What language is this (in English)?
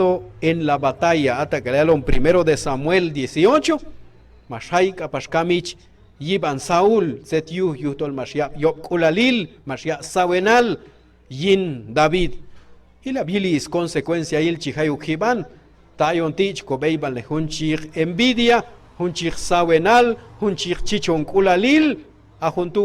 Q'anjob'al